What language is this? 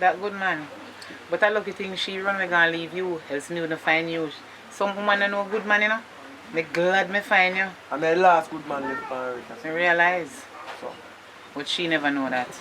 Jamaican Creole English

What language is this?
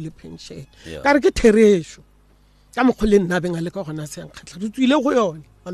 Northern Sotho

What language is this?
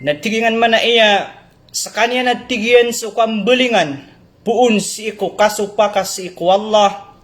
Maranao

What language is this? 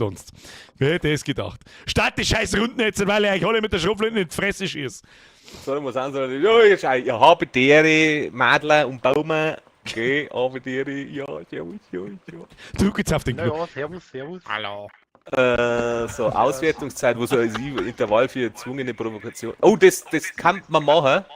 Bavarian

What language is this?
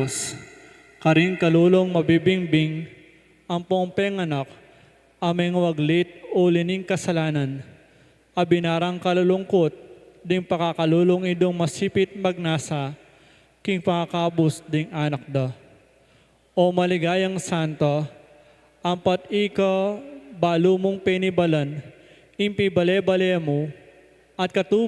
Pampanga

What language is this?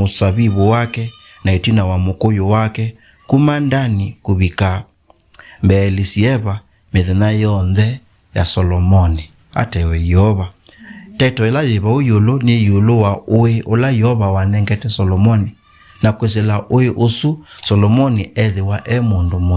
Kamba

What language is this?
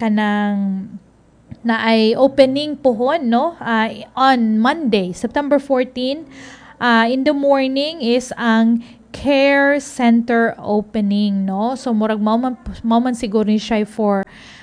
Cebuano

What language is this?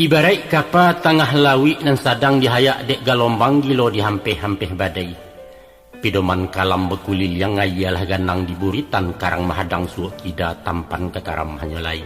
Minangkabau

